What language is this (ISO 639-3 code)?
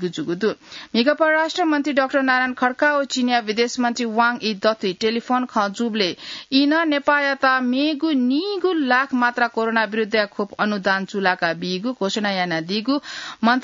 new